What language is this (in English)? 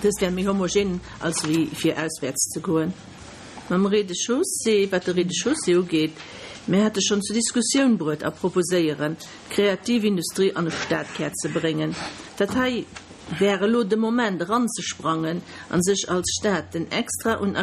Luxembourgish